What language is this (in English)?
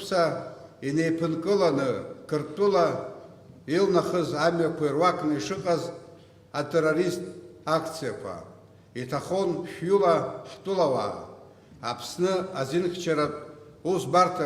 Abkhazian